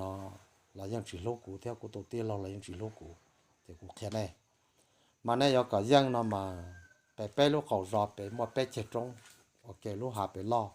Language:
Hmong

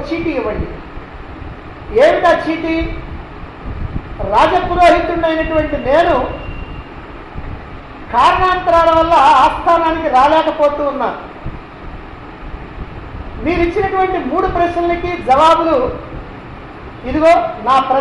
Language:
Telugu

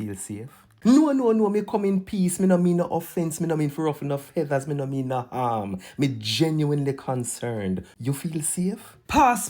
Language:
Jamaican Creole English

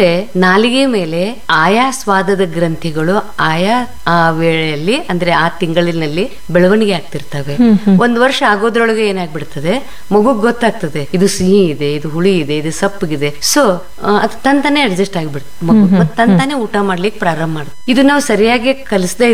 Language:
Kannada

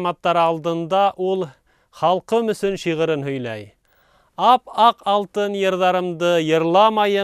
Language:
Bashkir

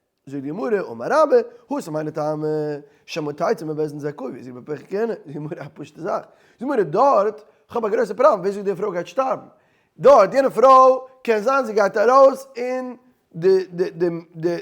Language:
Yiddish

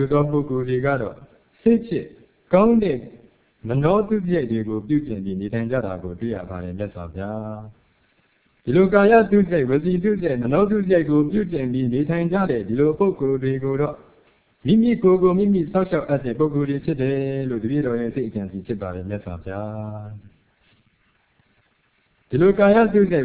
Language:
Burmese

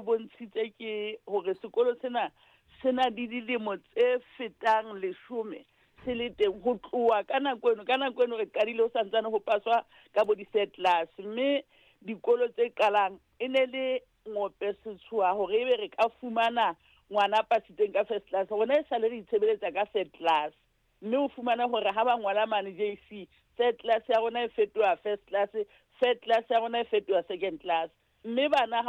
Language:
Southern Sotho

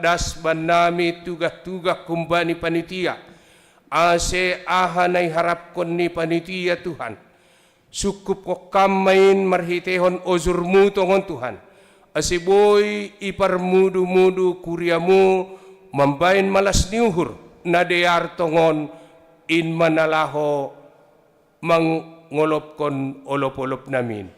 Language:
Batak Simalungun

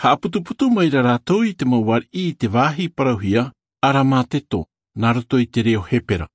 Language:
Tahitian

